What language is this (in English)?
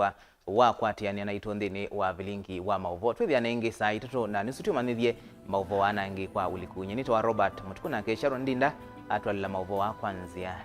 Kamba